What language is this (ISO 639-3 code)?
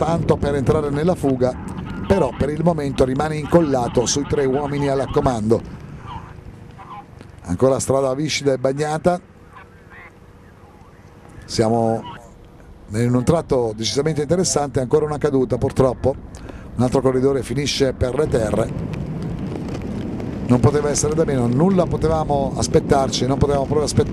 ita